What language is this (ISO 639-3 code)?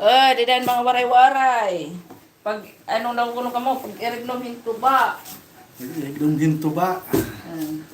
war